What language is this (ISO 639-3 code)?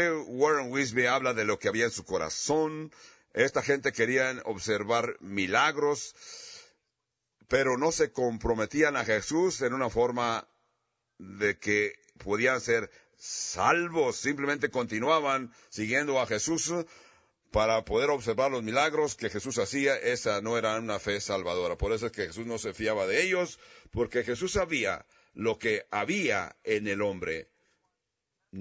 spa